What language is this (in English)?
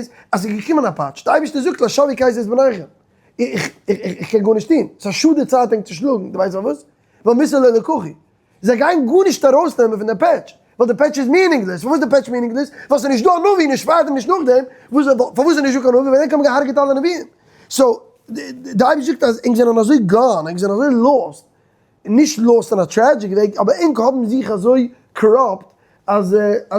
Yiddish